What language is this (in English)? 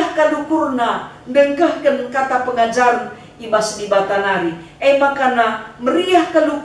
Batak Karo